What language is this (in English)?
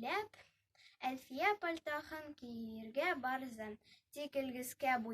Bashkir